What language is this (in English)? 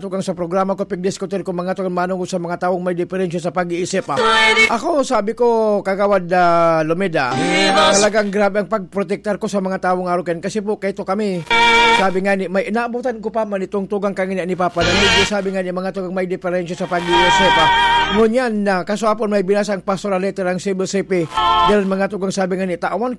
Bikol